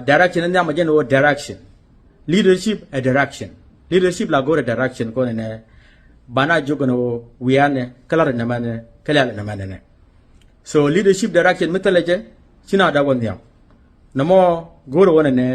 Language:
Nuer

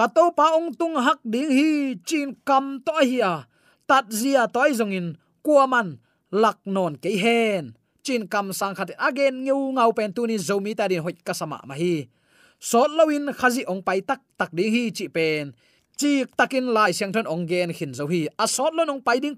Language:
Tedim Chin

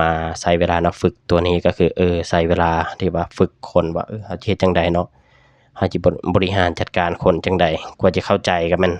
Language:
Lao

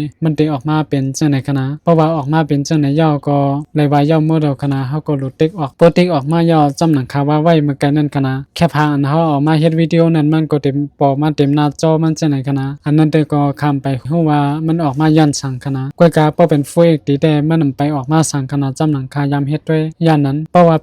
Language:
Shan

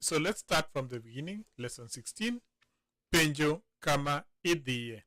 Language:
Luo (Kenya and Tanzania)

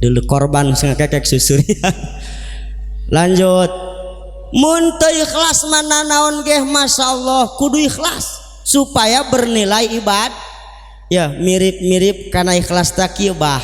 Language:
Sundanese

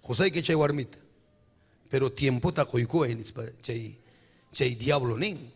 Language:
Ayacucho Quechua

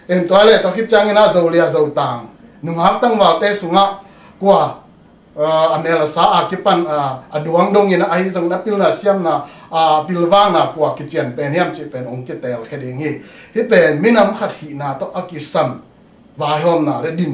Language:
Tedim Chin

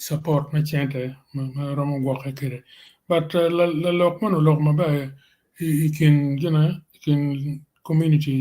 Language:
Acoli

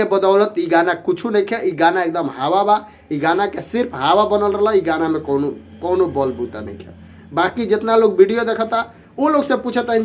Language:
Bhojpuri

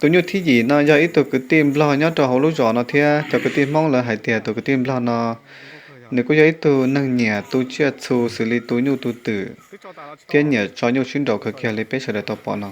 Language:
Hmong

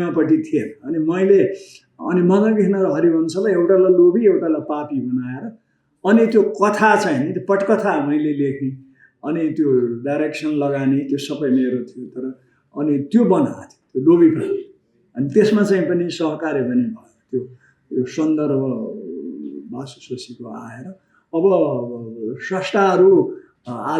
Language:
Nepali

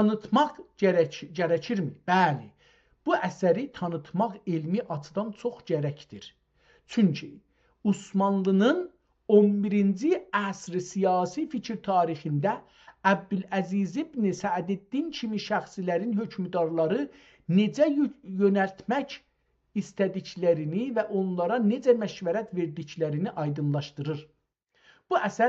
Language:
South Azerbaijani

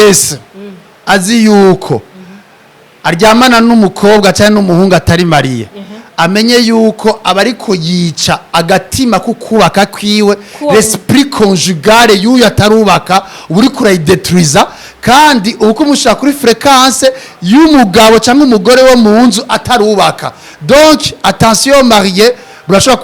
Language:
Rundi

